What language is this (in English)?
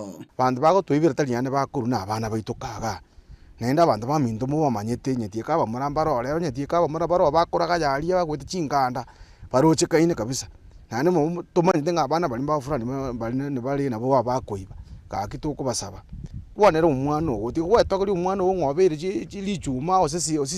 Gusii